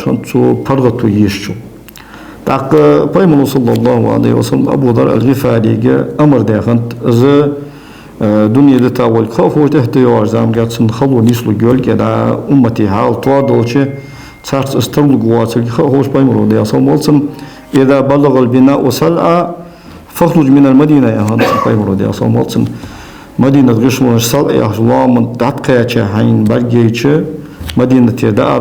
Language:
Ingush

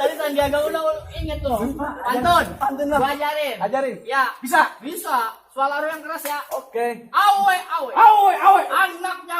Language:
Betawi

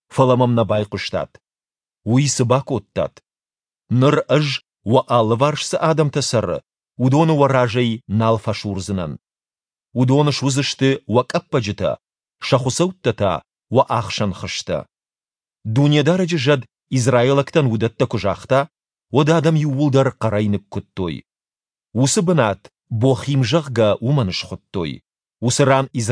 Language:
Ossetic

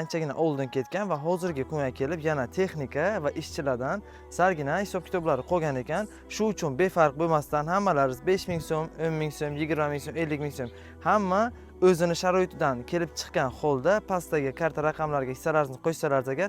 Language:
Uzbek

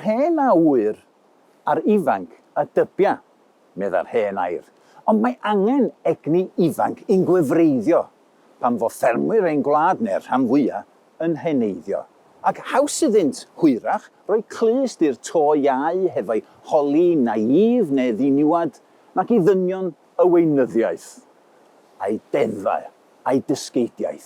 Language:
Welsh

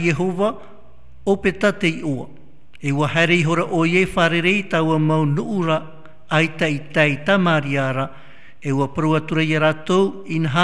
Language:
Tahitian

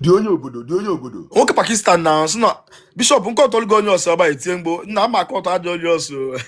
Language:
Igbo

